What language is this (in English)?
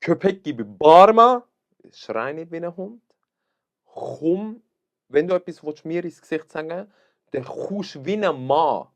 Swiss German